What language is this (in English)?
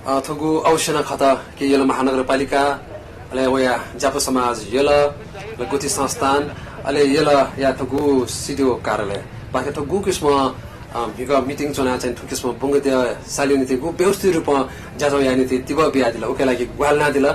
Newari